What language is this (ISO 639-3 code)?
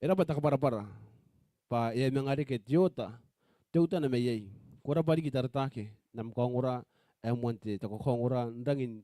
gil